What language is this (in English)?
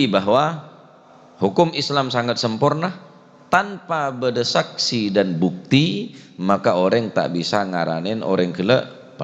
Madurese